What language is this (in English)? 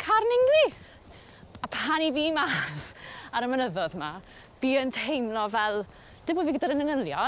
Welsh